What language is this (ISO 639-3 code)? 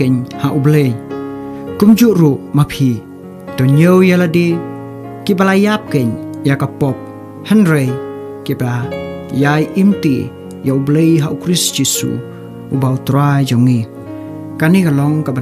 kha